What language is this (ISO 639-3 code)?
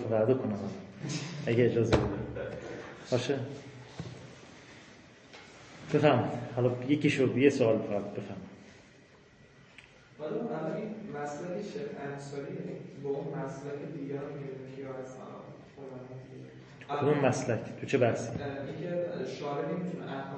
fas